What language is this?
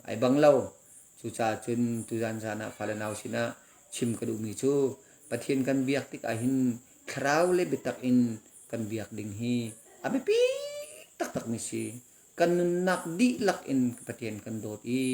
Hakha Chin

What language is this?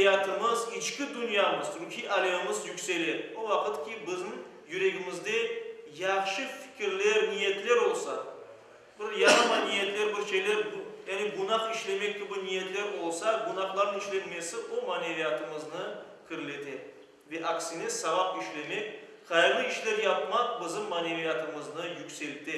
Crimean Tatar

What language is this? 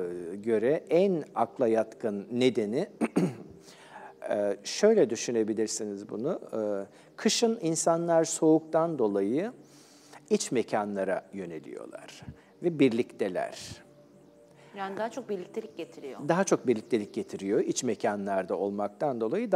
Turkish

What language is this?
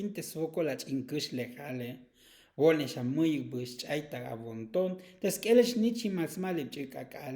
Tzotzil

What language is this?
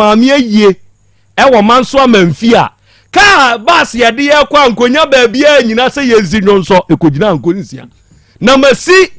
Akan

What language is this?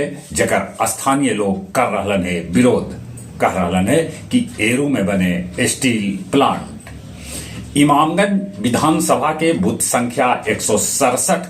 Magahi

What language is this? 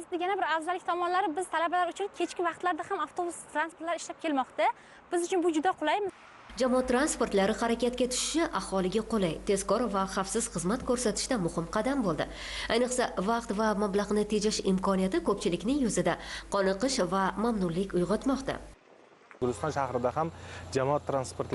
Uzbek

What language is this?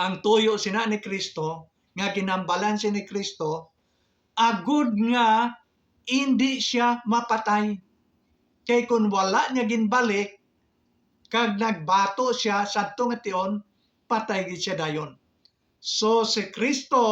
Hiligaynon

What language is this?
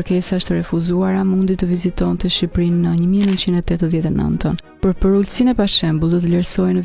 Albanian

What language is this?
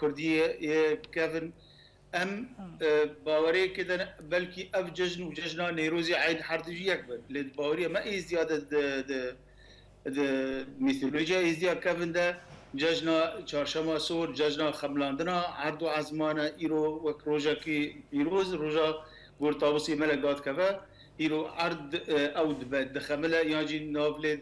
Kurdish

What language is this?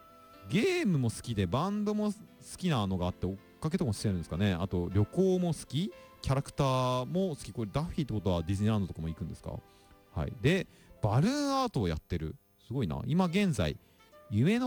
Japanese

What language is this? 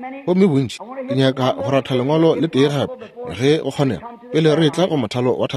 Northern Sotho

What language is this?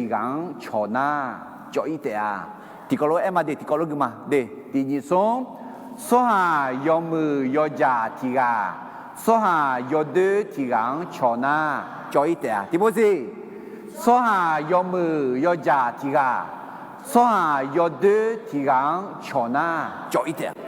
Akha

